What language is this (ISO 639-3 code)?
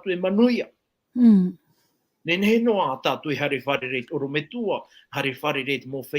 tah